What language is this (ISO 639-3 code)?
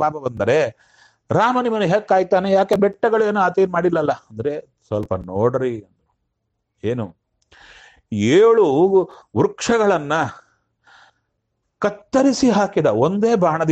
kan